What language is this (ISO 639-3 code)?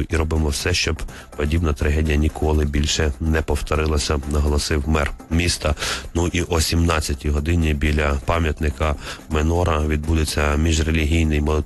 ukr